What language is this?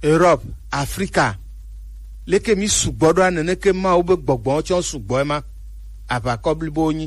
Gen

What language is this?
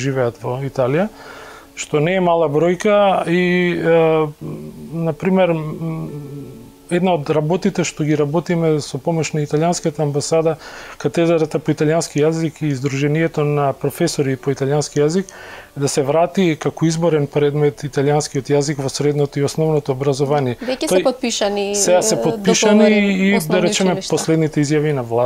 Macedonian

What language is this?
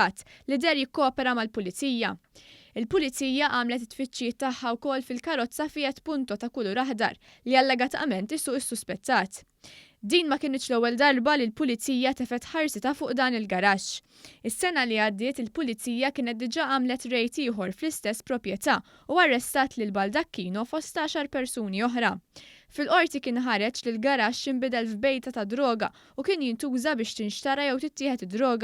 Maltese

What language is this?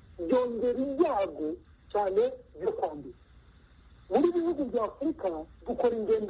Kinyarwanda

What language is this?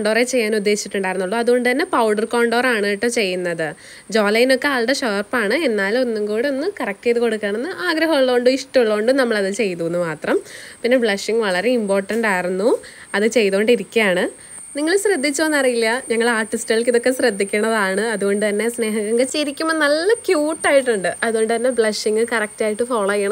Malayalam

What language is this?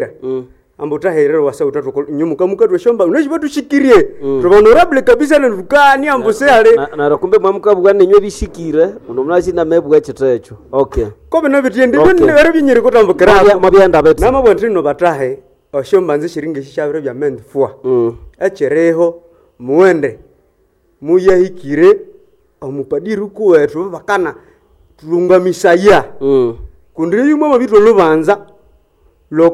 Nande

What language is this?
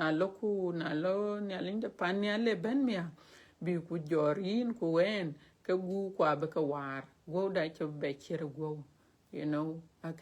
Dinka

